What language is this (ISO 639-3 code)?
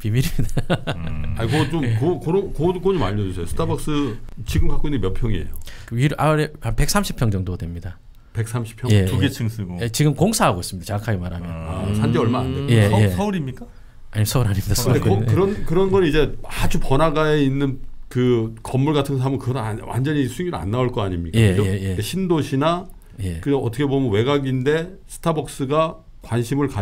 kor